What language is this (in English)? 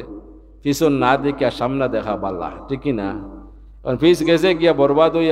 Sylheti